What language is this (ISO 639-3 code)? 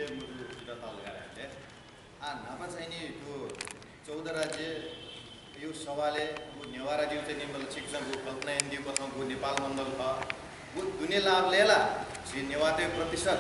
new